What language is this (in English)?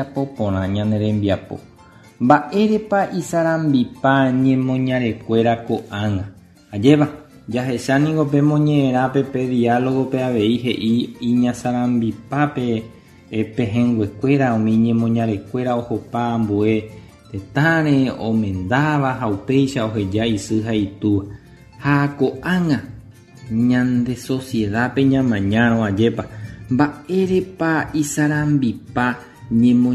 Guarani